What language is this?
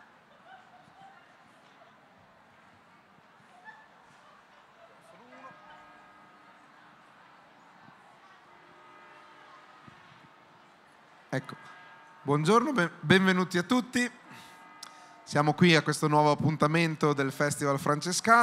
Italian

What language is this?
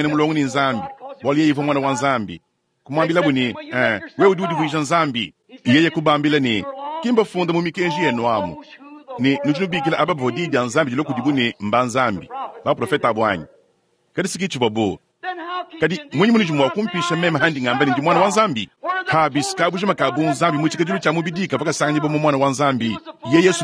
Luba-Lulua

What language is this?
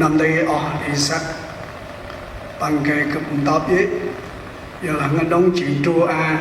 Central Mnong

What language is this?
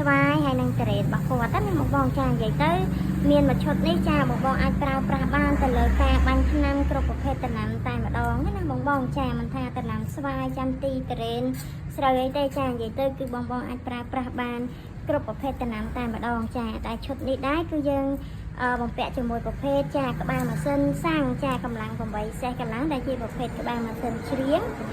Khmer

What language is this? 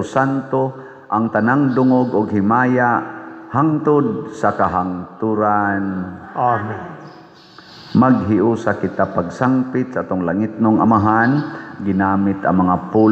Cebuano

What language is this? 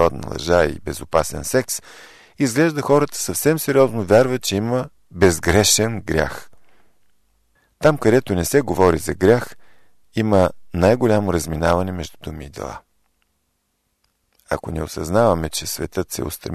Bulgarian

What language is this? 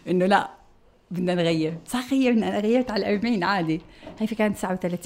North Levantine Arabic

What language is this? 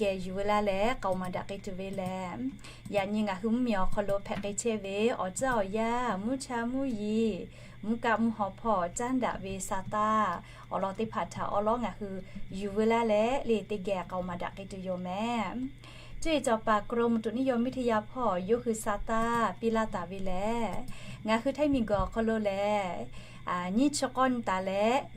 Lahu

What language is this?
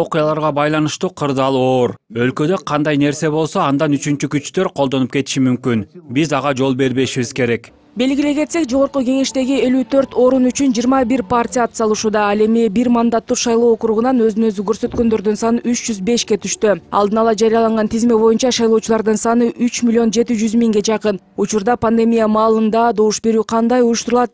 Kyrgyz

